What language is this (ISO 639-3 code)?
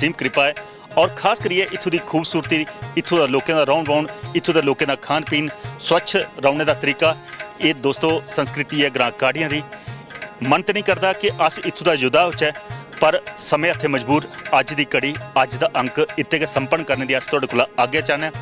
doi